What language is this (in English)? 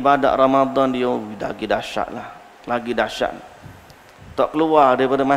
Malay